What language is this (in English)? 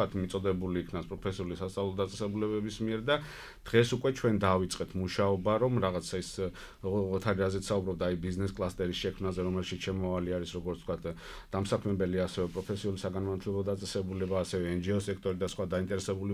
Georgian